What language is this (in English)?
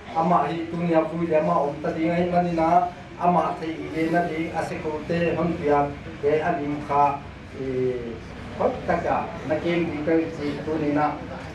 Paite Chin